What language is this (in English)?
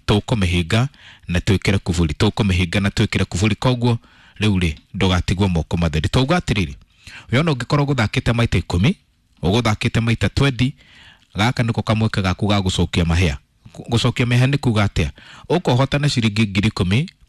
Kikuyu